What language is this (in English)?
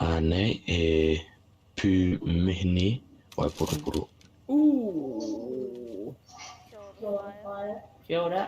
Māori